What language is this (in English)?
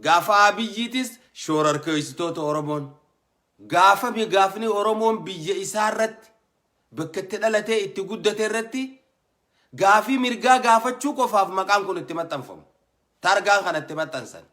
Oromo